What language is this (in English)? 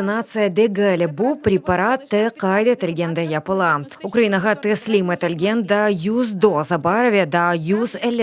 Crimean Tatar